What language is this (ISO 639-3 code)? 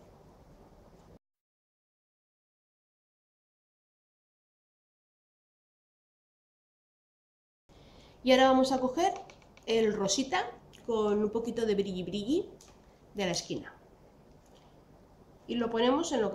spa